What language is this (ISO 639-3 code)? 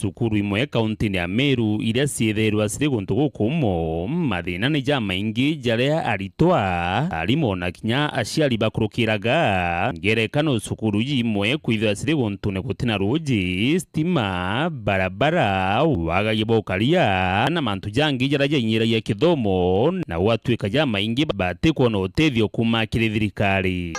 mer